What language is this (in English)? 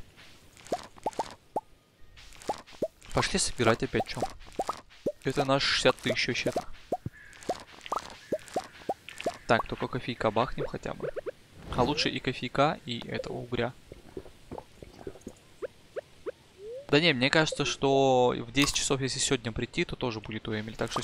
Russian